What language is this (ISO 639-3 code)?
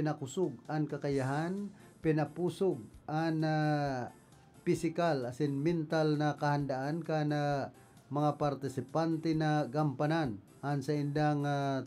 bik